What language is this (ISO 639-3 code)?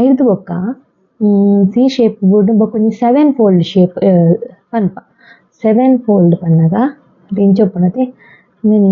tcy